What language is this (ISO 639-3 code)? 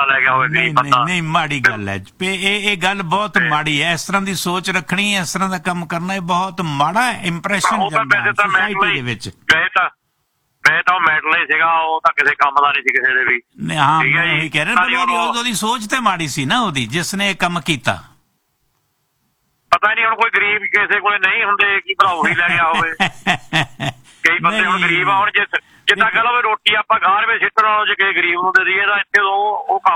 pan